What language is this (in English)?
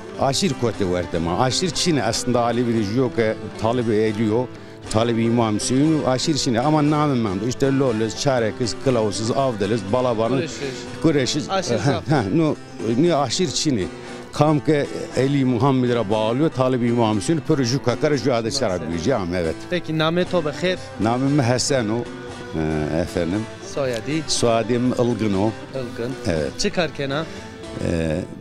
Zaza